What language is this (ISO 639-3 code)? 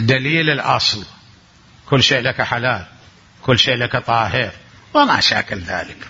acm